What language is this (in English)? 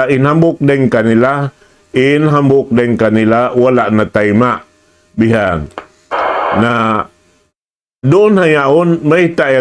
Tausug